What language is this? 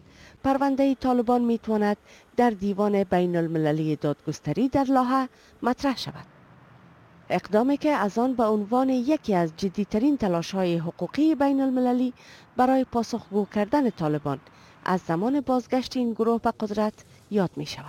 Persian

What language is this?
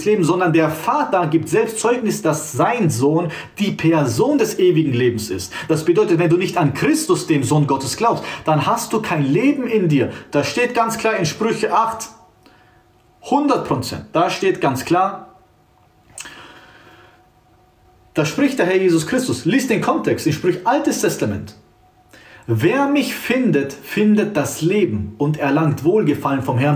German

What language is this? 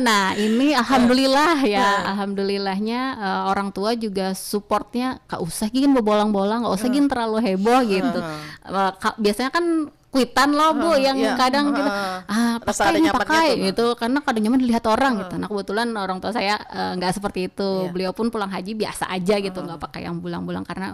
Banjar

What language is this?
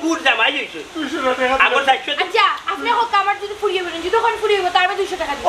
Sylheti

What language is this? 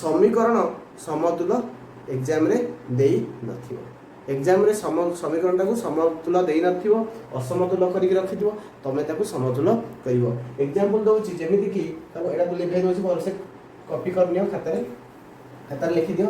Odia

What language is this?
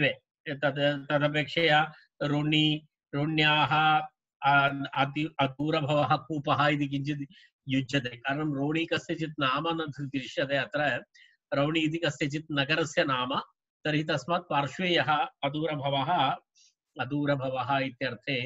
Sanskrit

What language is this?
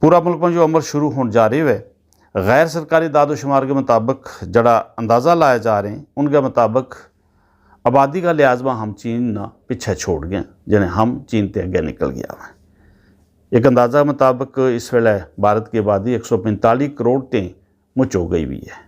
Gujari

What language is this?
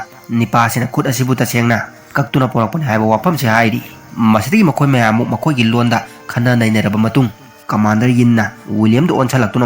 Manipuri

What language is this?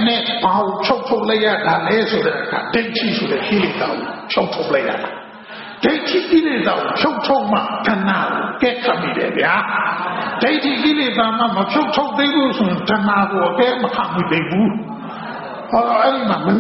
Burmese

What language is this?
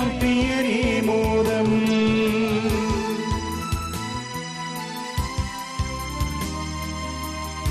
Malayalam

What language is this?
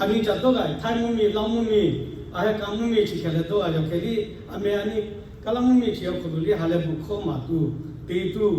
Lahu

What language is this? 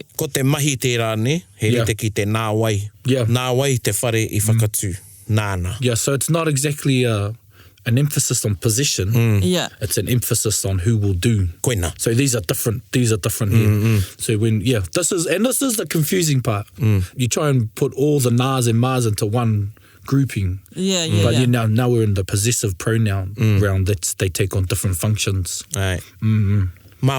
Māori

